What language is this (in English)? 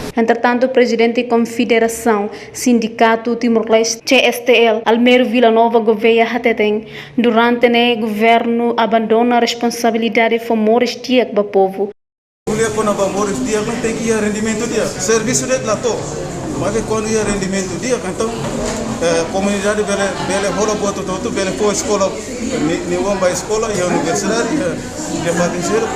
Tetum